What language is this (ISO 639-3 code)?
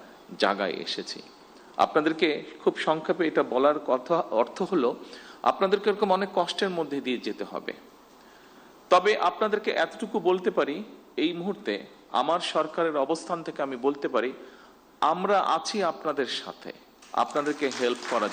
ben